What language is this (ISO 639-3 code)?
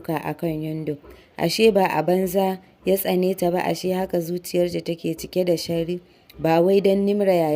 hau